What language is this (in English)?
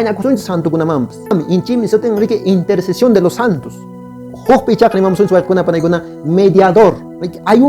Quechua